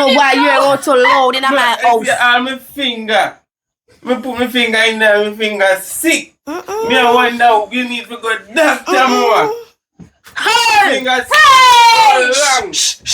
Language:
Jamaican Creole English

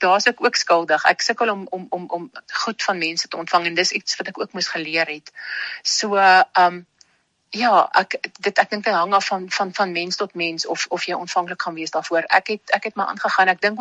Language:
Afrikaans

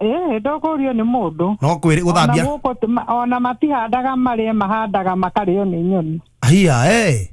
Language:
Kikuyu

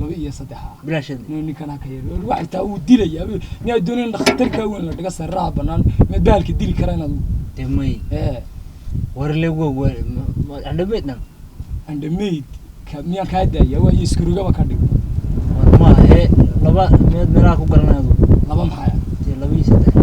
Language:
Somali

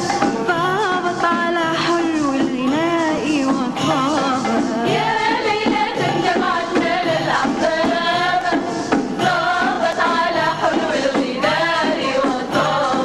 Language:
Divehi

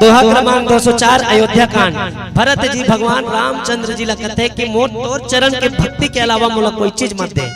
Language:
Chhattisgarhi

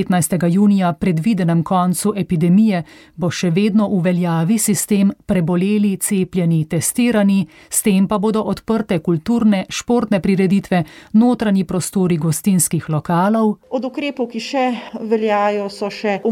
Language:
Slovenian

